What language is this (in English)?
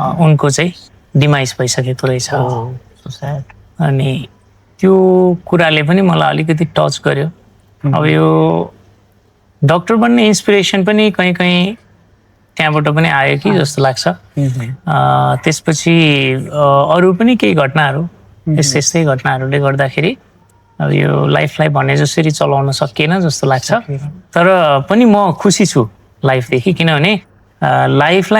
Nepali